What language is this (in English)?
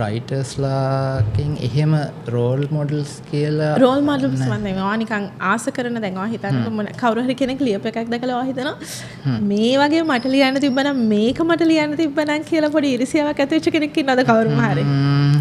Sinhala